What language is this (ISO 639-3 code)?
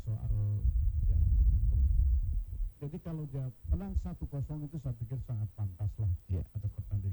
ind